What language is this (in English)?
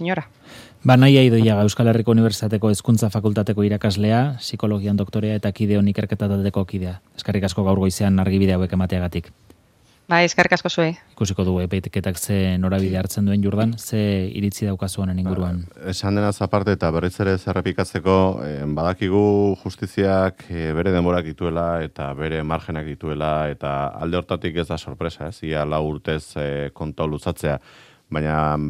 Basque